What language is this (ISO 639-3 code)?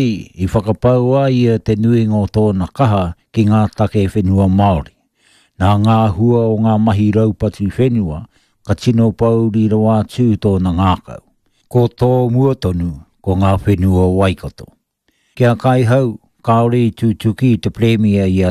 mri